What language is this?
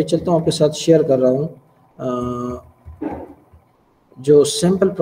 Hindi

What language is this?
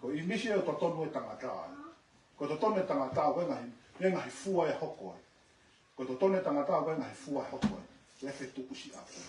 Tongan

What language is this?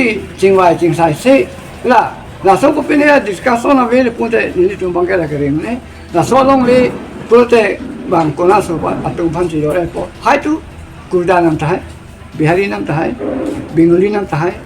Karbi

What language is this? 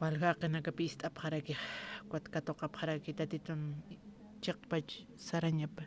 Aymara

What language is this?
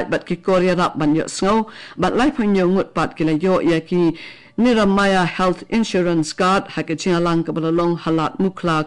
Khasi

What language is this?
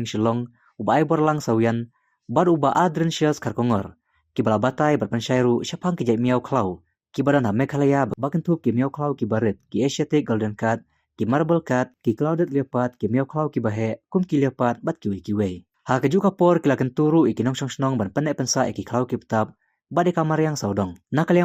Khasi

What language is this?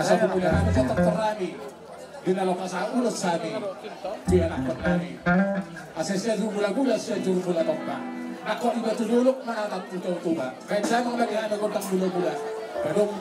Batak Toba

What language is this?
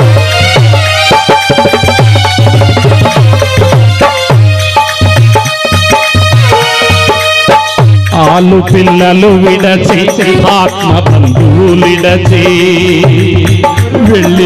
Telugu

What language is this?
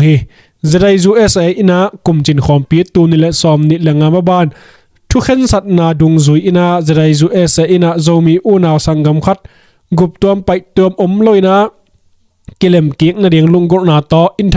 Tedim Chin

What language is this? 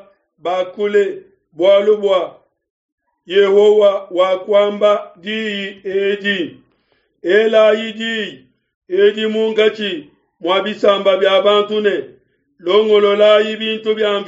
Luba-Lulua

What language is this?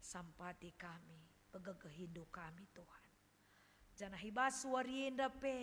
Batak Karo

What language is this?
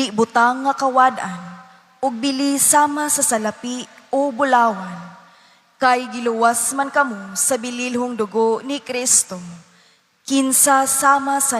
Cebuano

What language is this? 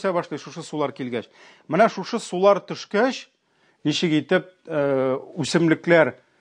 Tatar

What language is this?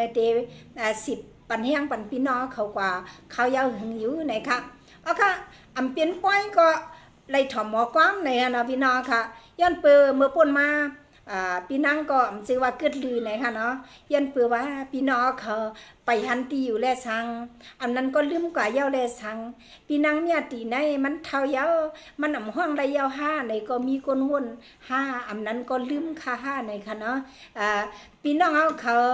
Shan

